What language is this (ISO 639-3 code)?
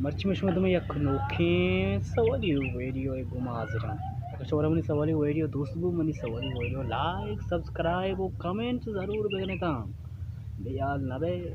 bal